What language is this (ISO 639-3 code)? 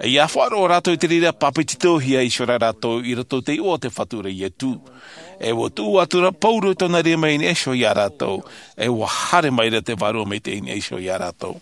tah